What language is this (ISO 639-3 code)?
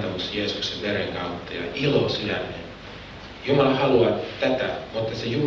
fin